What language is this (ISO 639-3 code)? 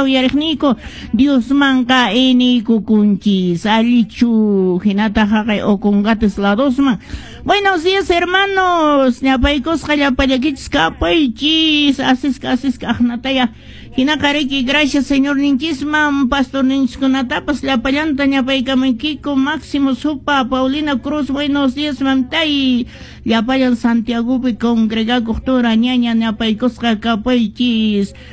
que